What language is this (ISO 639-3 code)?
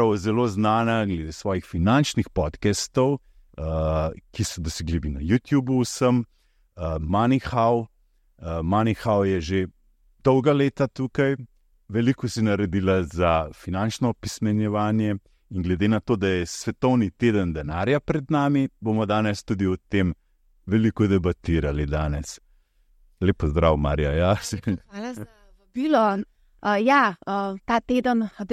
slv